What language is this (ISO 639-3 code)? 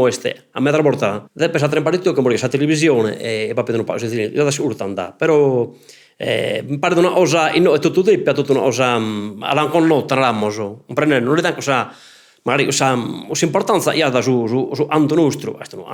srd